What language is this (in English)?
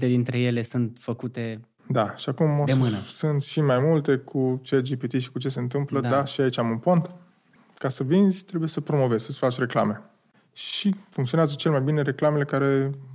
Romanian